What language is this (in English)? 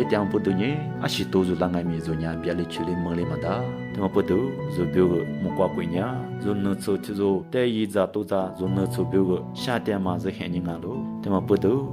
Lisu